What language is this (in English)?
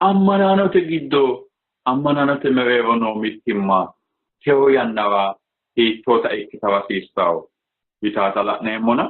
Sidamo